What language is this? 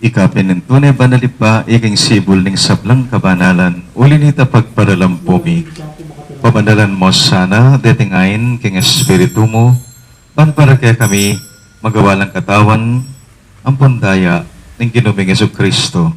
Pampanga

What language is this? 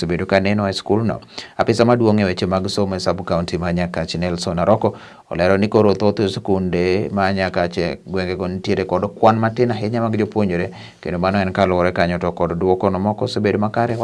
Luo (Kenya and Tanzania)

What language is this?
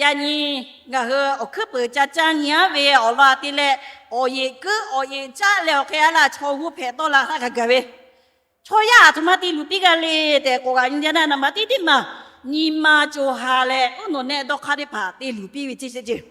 Lahu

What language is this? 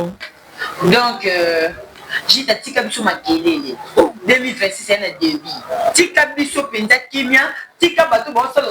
Lingala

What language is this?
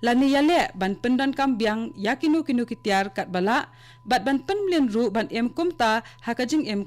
Khasi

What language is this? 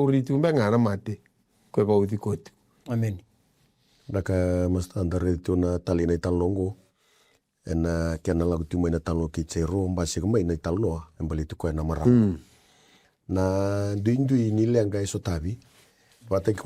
Fijian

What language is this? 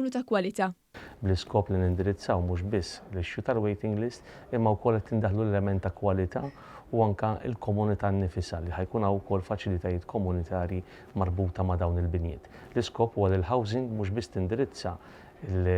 Maltese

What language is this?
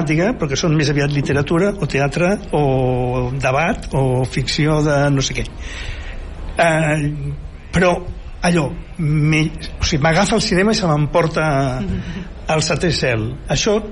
Catalan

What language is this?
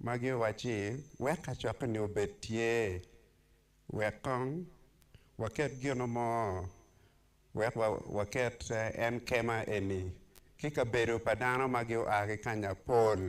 Acoli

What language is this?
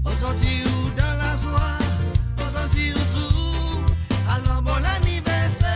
Morisyen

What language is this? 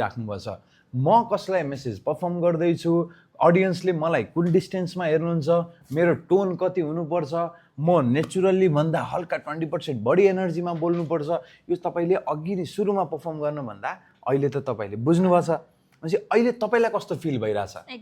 Nepali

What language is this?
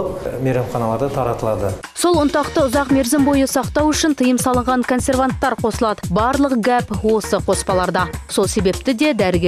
Kazakh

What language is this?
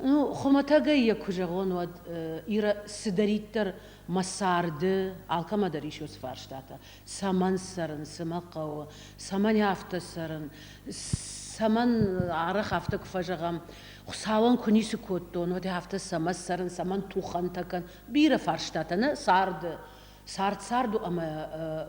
Ossetic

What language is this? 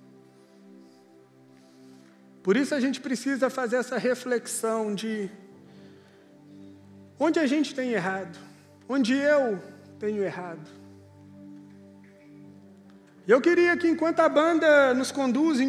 Portuguese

